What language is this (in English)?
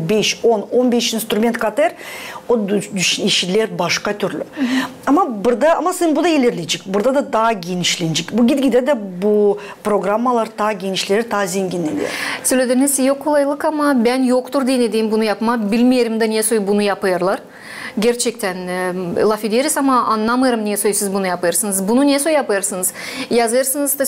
Gagauz